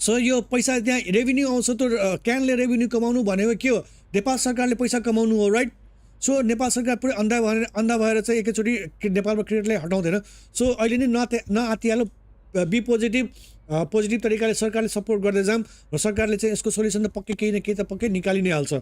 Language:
Nepali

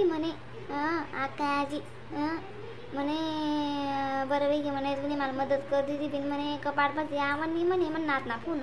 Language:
Khandesi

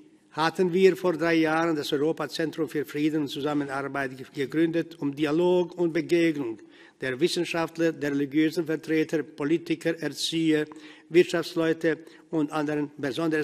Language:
German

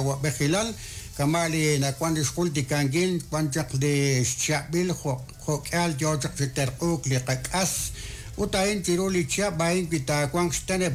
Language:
Kekchí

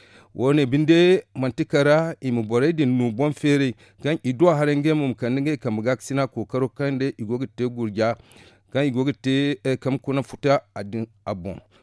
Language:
Zarma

